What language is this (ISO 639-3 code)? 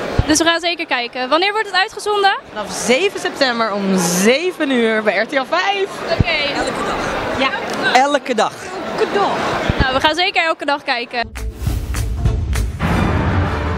nld